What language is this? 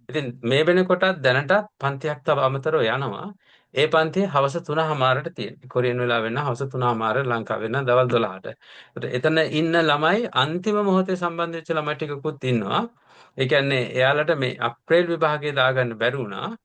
Sinhala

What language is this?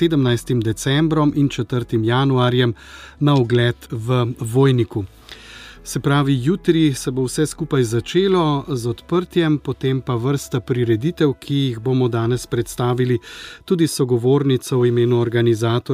Slovenian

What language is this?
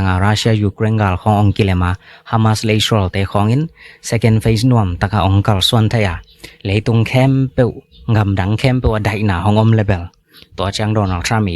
Tedim Chin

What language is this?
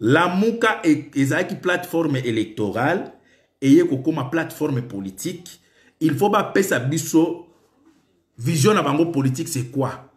Lingala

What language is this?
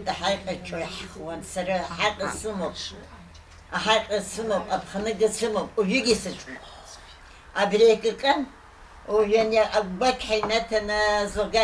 Abkhazian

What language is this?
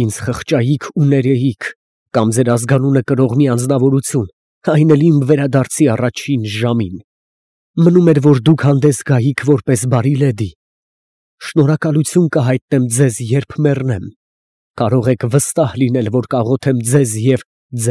Armenian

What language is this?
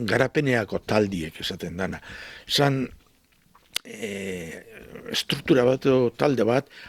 Basque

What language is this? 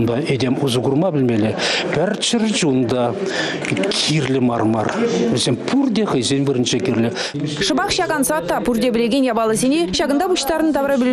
Chuvash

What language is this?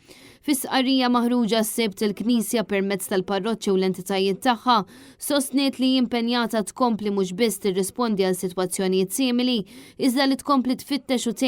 Maltese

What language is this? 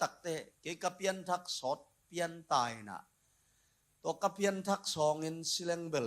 Tedim Chin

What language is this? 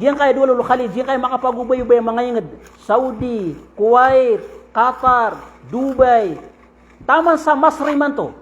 Maranao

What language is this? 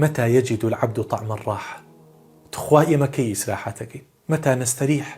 Central Kurdish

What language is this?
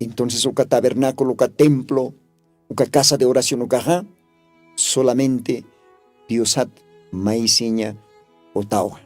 Aymara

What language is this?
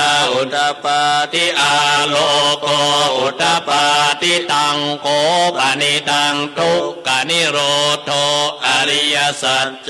Pali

